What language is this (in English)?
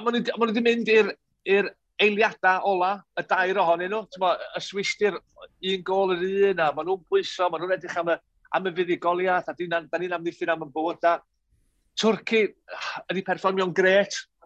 Welsh